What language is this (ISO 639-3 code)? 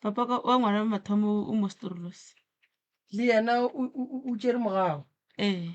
nso